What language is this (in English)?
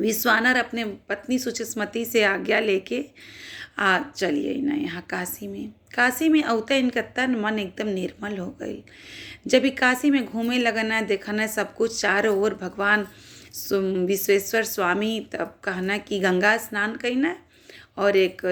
Bhojpuri